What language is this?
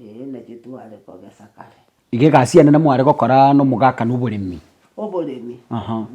Gusii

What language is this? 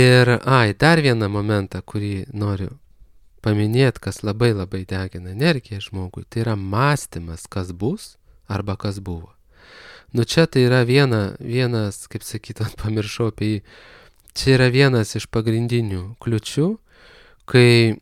Lithuanian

